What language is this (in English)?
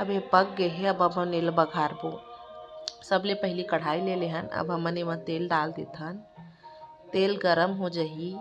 Chhattisgarhi